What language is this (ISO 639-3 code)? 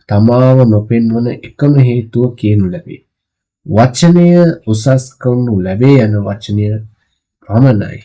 sin